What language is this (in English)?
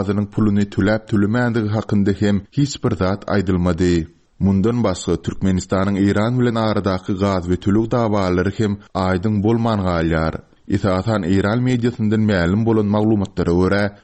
Turkmen